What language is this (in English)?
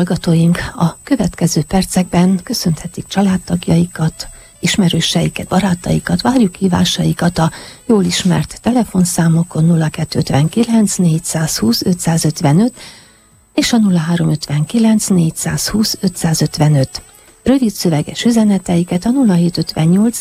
Hungarian